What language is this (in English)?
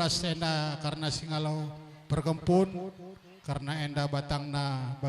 Batak Karo